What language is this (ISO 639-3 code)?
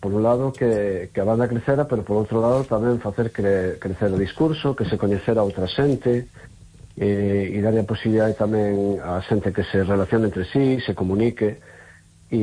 glg